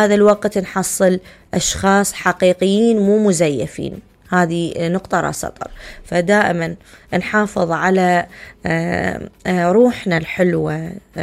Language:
Mesopotamian Arabic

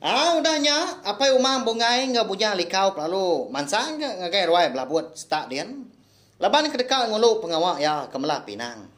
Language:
Iban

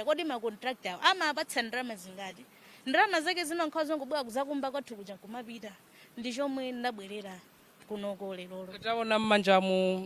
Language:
Nyanja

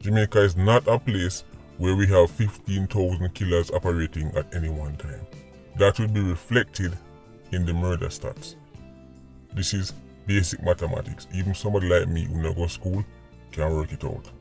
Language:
Jamaican Creole English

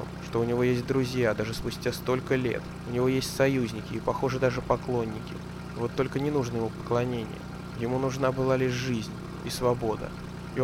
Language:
Russian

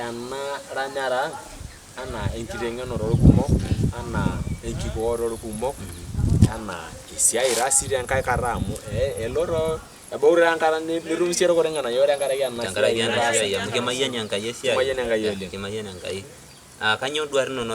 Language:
Masai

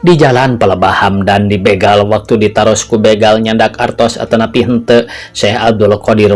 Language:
Sundanese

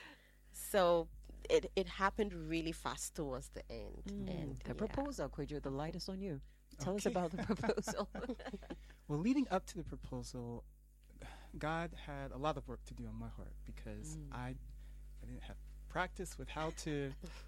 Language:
English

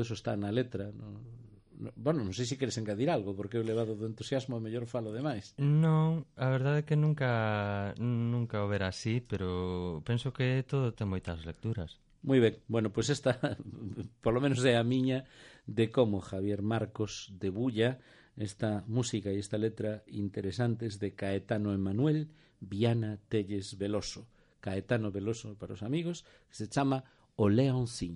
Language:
Galician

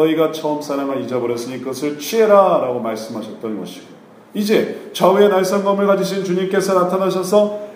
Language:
Korean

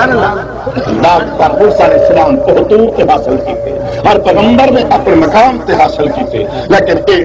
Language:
Saraiki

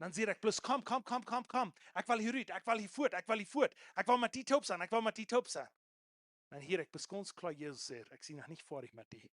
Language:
Plautdietsch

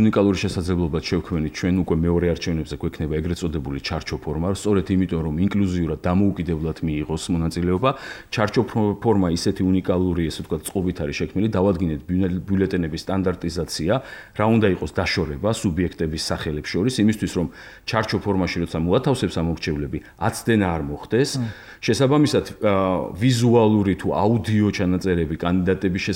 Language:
Georgian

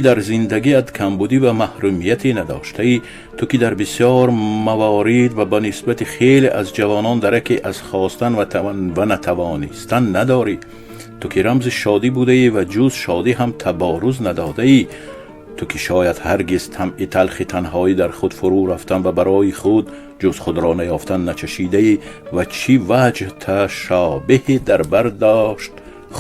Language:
Tajik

